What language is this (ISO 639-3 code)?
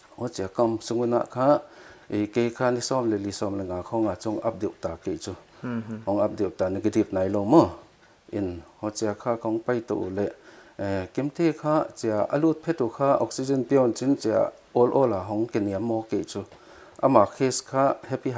pck